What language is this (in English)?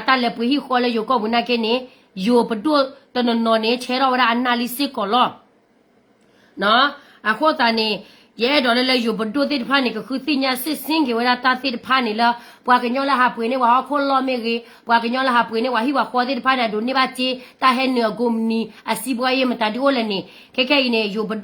S'gaw Karen